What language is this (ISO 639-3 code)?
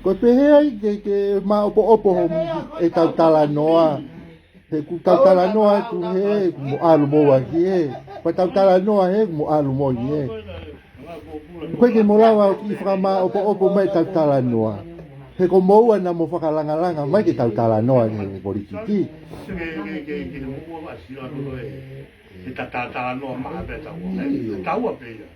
ton